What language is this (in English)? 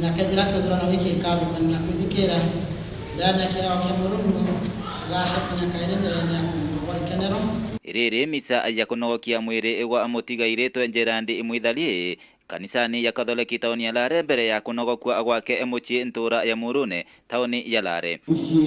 Meru